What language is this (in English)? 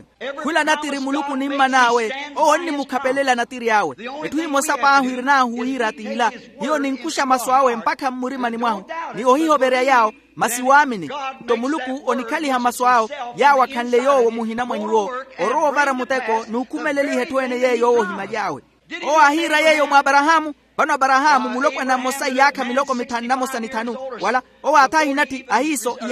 Makhuwa